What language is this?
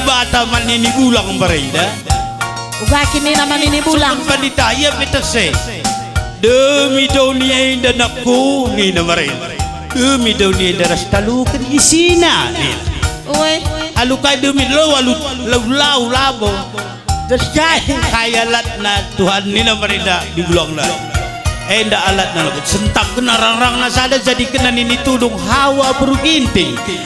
Batak Karo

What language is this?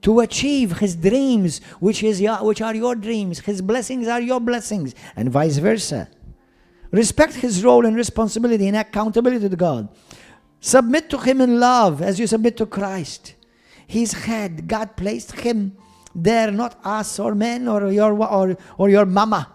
English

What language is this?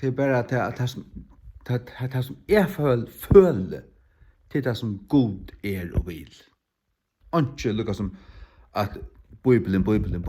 Faroese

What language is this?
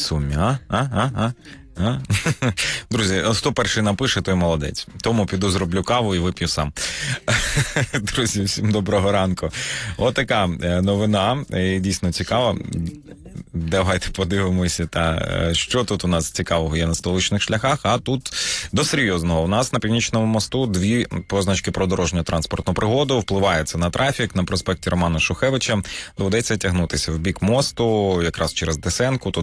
Ukrainian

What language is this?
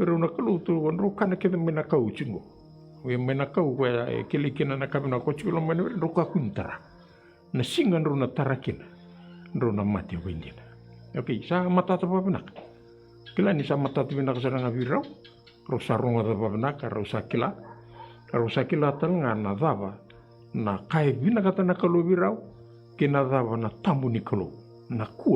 Fijian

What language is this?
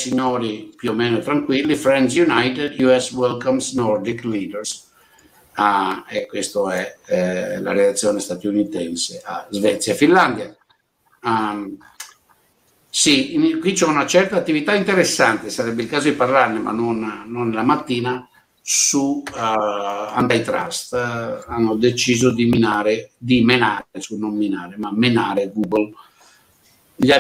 Italian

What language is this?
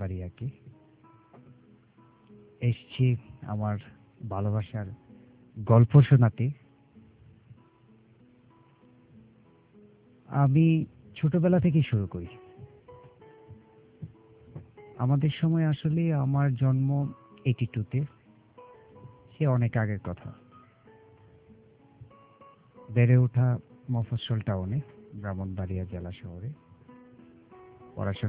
Bangla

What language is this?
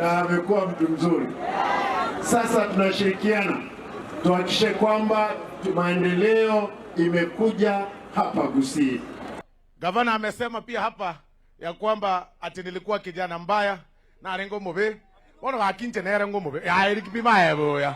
Gusii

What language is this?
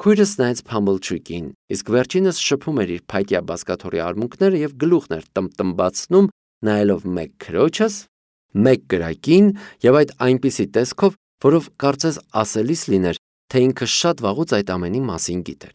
Armenian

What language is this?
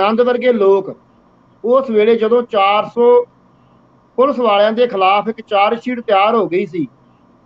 Punjabi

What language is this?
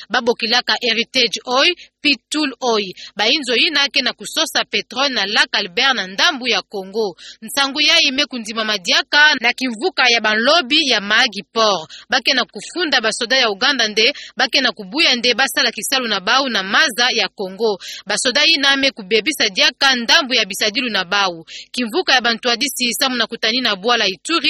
Kituba (Democratic Republic of Congo)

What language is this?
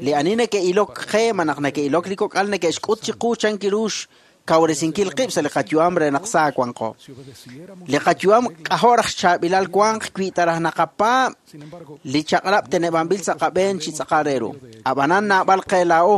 Kekchí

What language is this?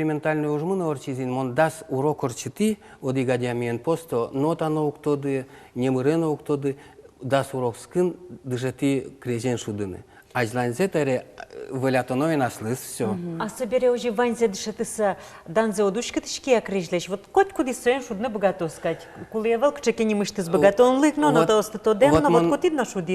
Udmurt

